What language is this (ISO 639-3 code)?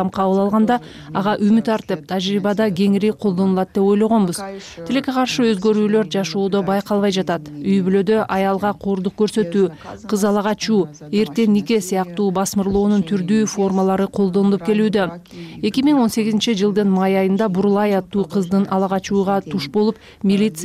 kir